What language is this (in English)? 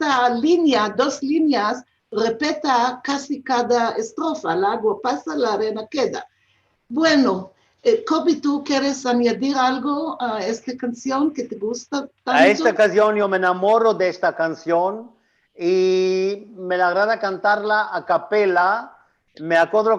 Ladino